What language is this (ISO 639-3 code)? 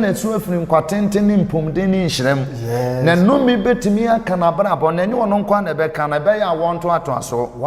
aka